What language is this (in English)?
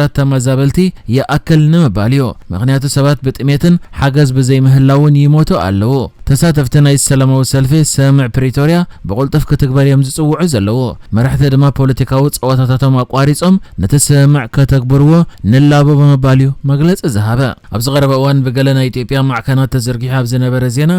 Tigrinya